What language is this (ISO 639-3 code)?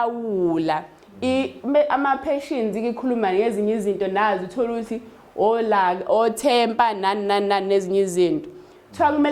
zul